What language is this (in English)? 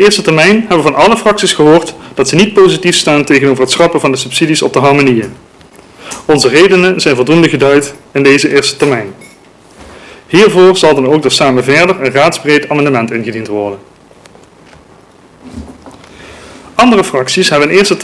Dutch